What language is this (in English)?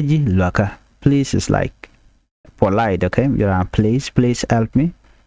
Nuer